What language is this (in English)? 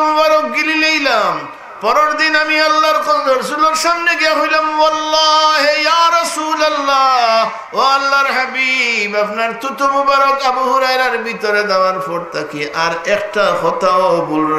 Sylheti